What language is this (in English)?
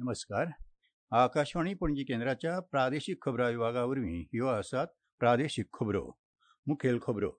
Konkani